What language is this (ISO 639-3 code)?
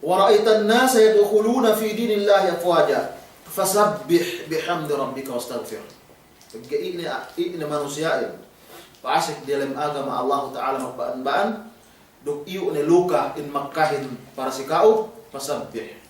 yka